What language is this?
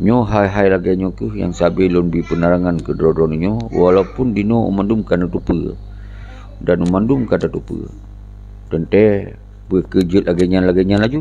Achinese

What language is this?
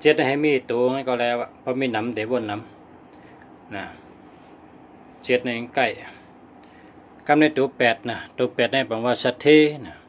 Shan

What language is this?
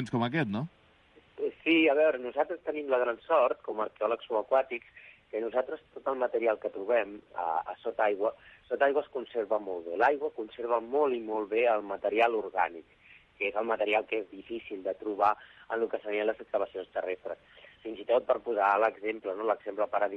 Catalan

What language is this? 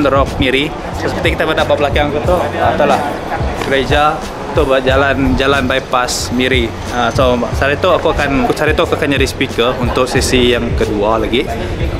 Iban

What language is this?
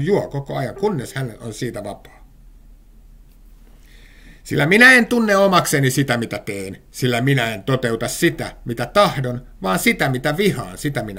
Finnish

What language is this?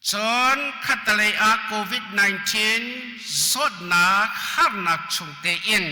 Hakha Chin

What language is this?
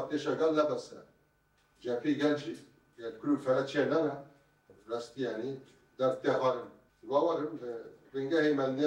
Kurdish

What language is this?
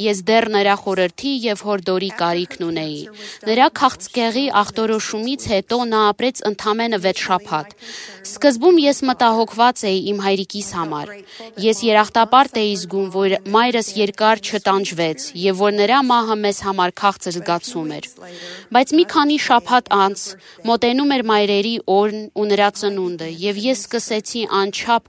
Armenian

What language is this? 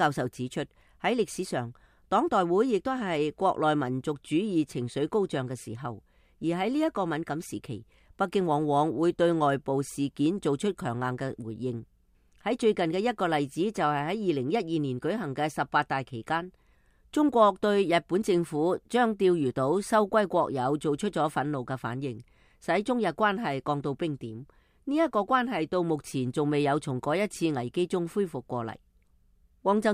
Cantonese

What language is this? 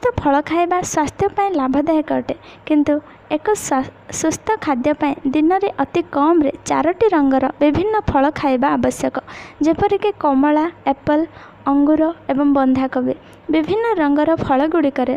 Odia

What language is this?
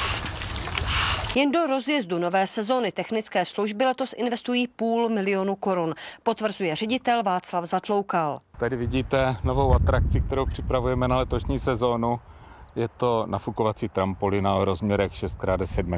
Czech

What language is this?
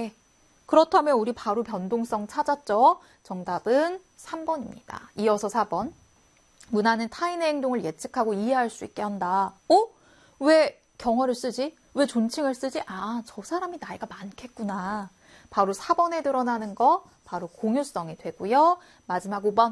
Korean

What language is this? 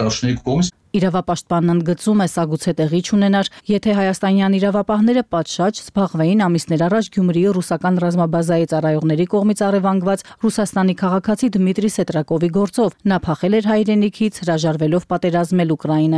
Armenian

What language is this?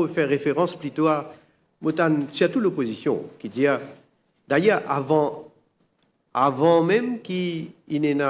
Morisyen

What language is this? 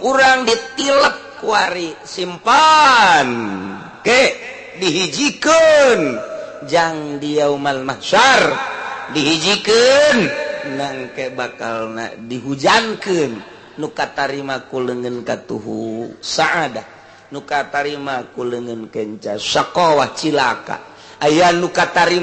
Sundanese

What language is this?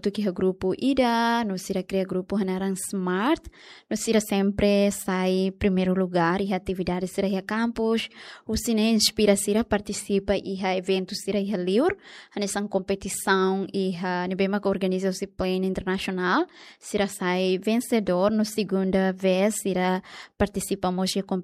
Tetum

